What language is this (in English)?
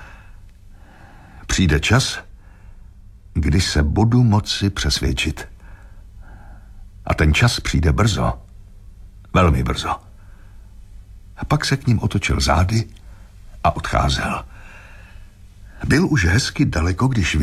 Czech